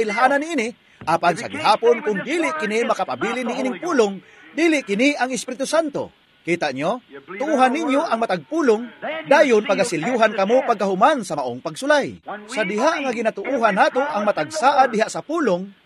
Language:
Cebuano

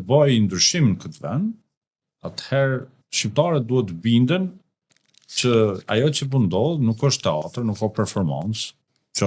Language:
Albanian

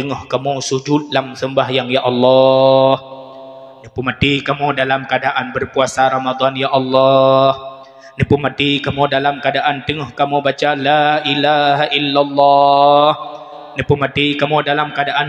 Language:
Achinese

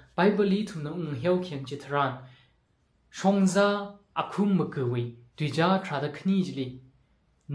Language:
Tangkhul Naga (India)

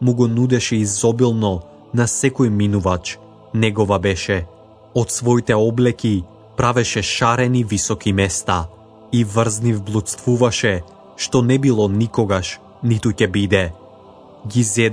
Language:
Macedonian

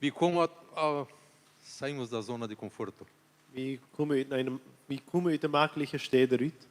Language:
Plautdietsch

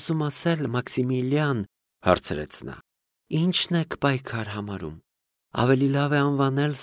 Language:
Armenian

